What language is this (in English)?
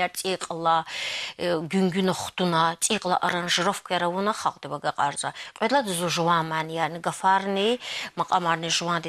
Lezghian